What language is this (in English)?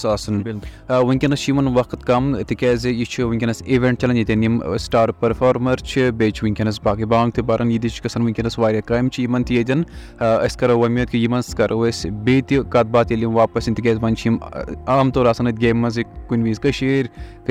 Kashmiri